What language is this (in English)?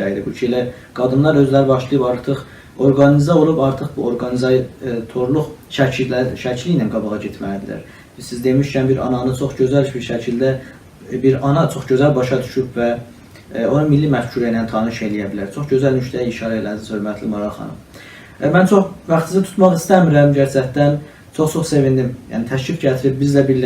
South Azerbaijani